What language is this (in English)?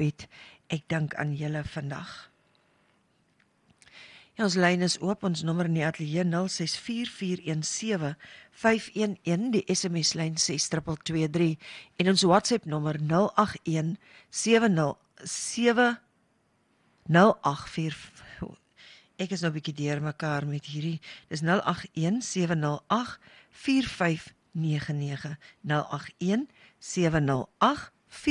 Afrikaans